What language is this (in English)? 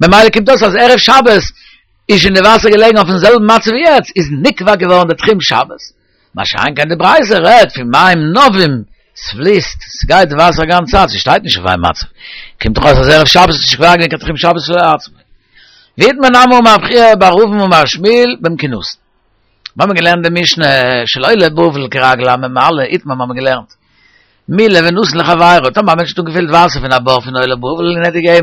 Yiddish